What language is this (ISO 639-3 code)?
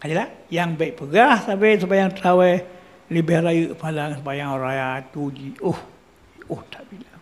ace